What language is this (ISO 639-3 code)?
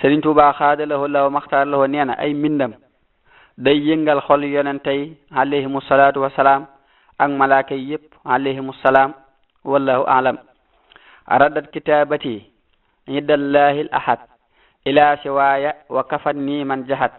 wol